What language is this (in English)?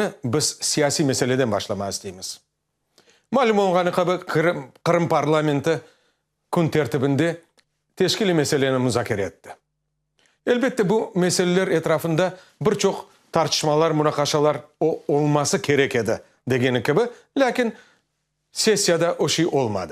Crimean Tatar